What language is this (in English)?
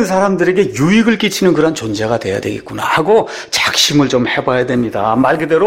Korean